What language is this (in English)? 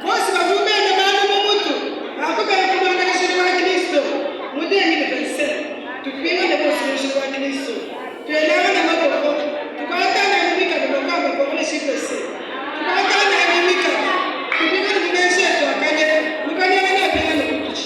Luba-Lulua